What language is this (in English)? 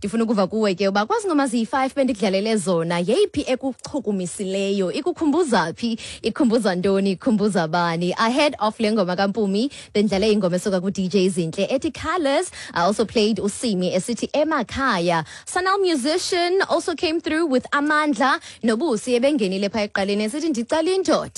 Xhosa